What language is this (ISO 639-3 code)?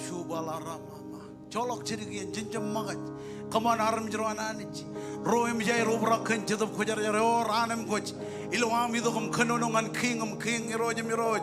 mah